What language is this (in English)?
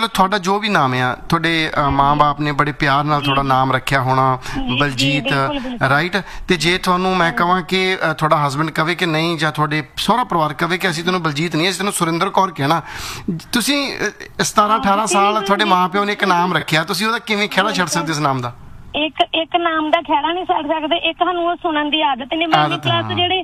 Punjabi